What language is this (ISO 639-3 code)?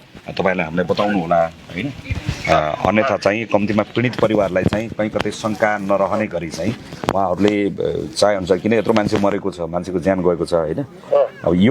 nep